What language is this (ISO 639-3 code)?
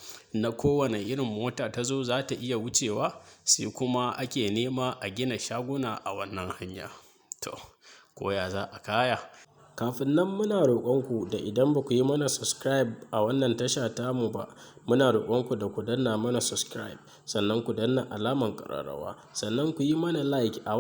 hau